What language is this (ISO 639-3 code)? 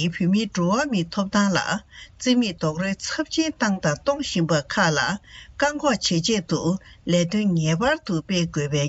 bod